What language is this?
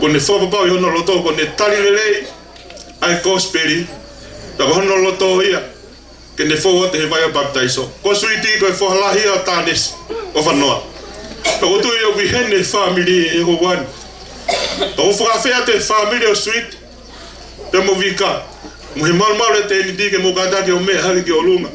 Tongan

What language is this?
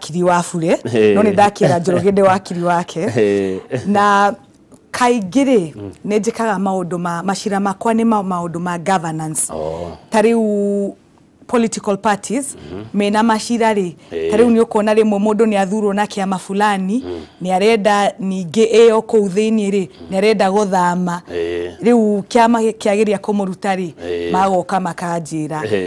Kikuyu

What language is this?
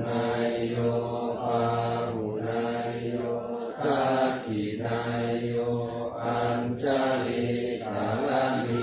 Pali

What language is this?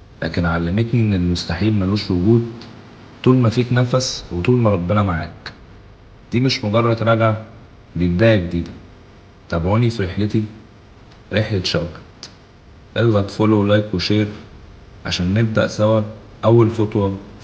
Egyptian Arabic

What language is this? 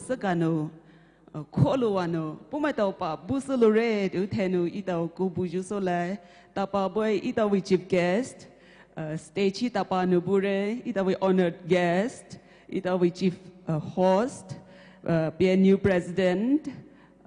Poumei Naga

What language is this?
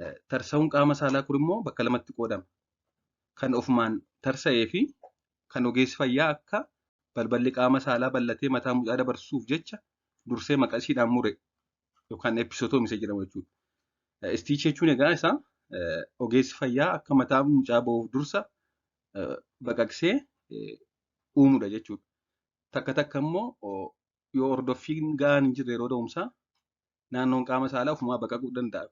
Oromo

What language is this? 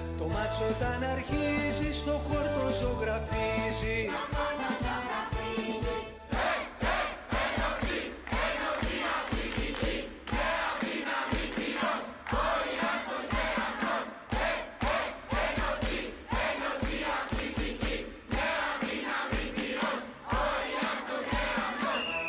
Greek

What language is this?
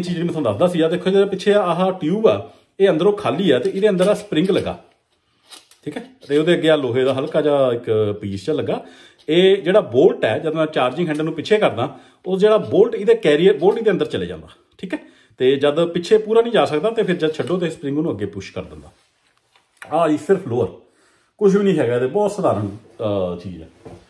Punjabi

